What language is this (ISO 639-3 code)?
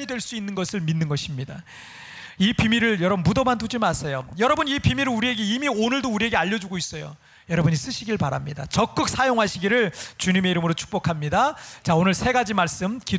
kor